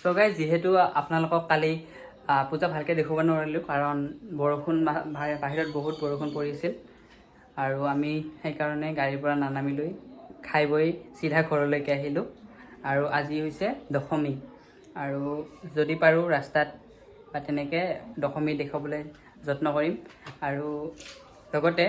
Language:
Assamese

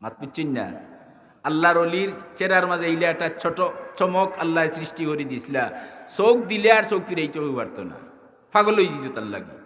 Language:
Sylheti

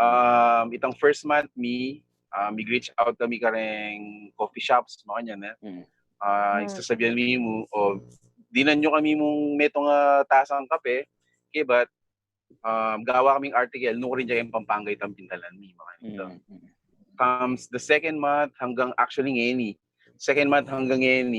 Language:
Pampanga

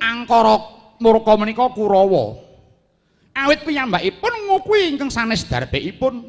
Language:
Javanese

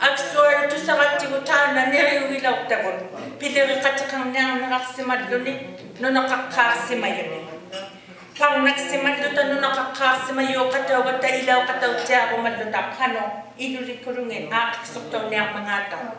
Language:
Inuktitut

